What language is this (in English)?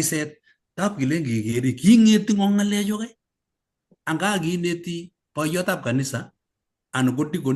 Kalenjin